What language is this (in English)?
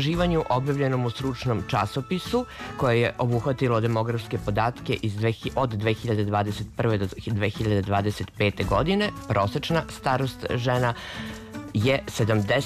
Serbian